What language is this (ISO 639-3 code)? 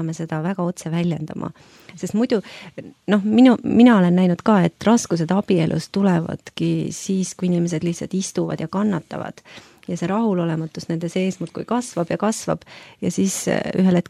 est